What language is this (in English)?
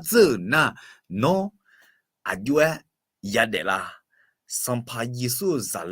Akha